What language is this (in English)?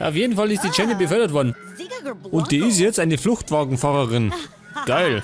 Bavarian